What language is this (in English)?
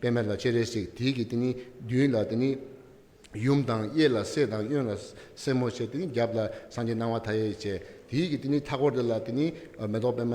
Tibetan